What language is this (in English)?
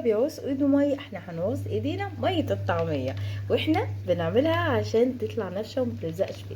Egyptian Arabic